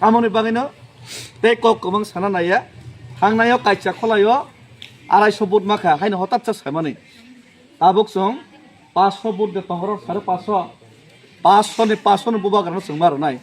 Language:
Kok Borok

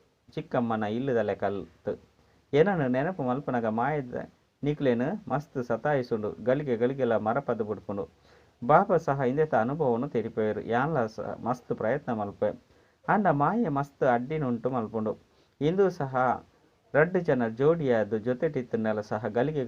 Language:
Tulu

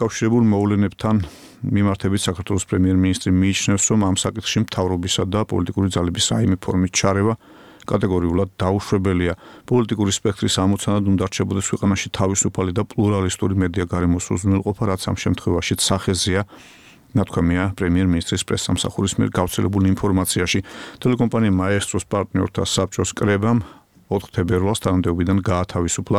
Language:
Georgian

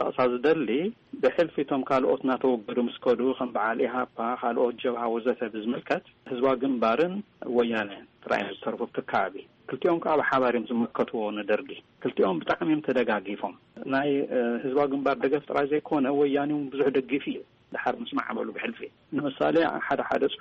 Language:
Tigrinya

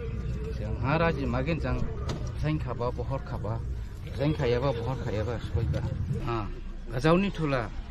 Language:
Dimasa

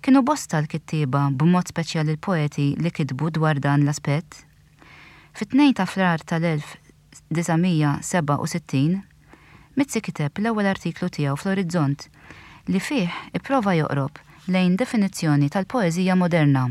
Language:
Maltese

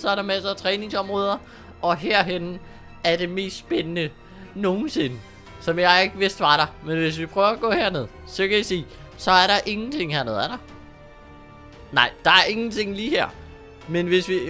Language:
Danish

